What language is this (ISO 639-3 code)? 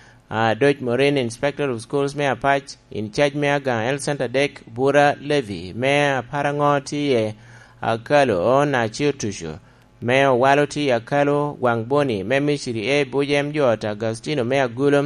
laj